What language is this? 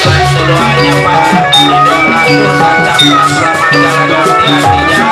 Betawi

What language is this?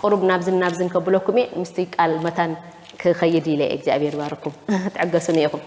Tigrinya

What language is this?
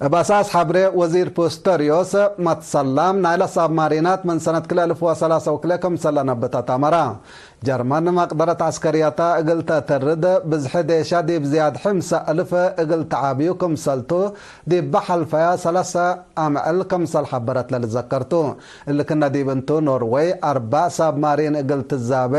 Tigre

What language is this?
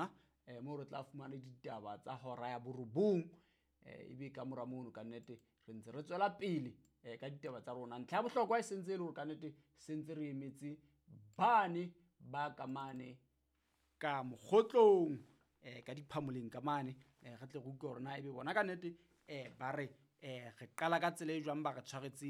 Southern Sotho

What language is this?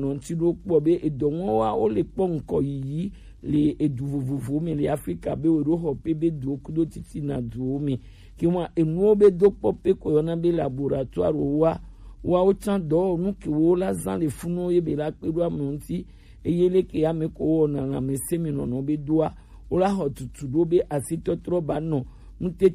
Gen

